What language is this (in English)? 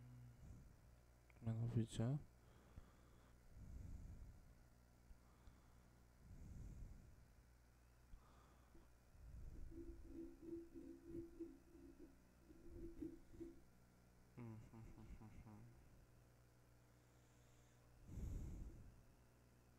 Polish